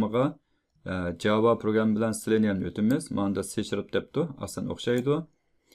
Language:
Uyghur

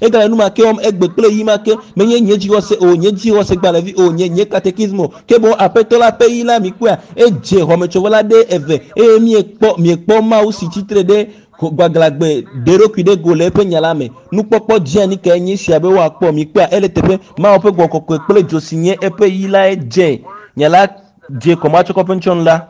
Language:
Ewe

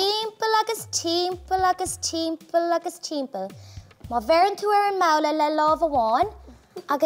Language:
Irish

